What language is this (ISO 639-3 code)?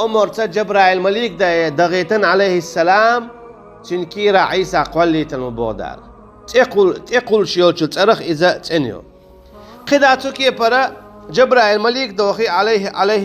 che